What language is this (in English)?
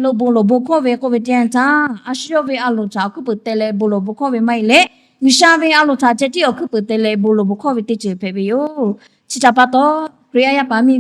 Lahu